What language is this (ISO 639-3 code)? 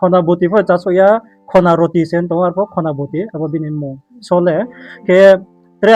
ria